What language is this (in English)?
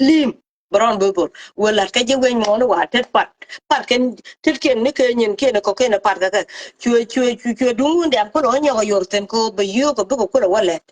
Nuer